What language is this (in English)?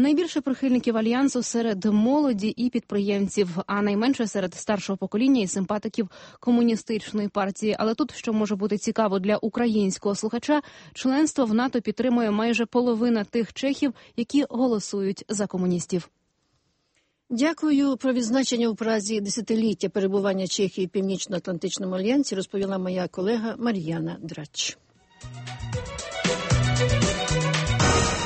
Ukrainian